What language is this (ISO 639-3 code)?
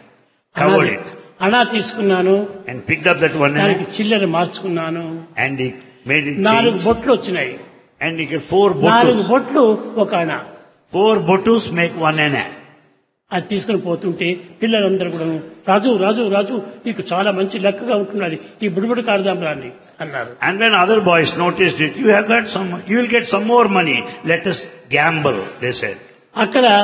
tel